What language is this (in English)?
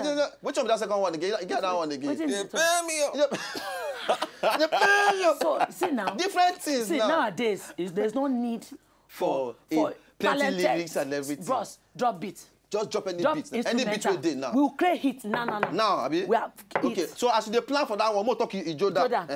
Nigerian Pidgin